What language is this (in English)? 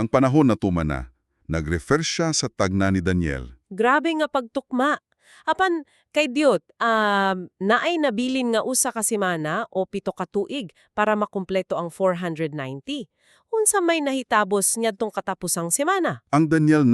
Cebuano